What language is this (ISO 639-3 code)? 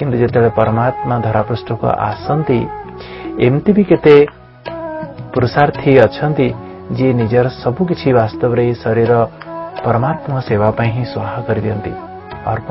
ori